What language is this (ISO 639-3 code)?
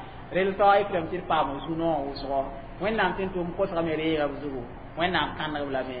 mos